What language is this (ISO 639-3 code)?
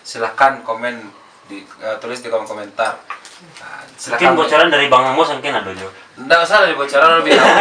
min